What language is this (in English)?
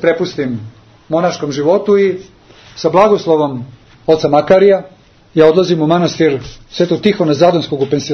Serbian